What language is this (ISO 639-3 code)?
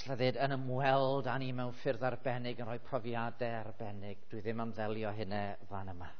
cym